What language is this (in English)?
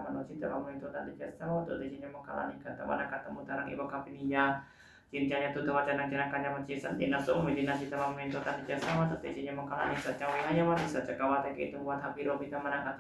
Pali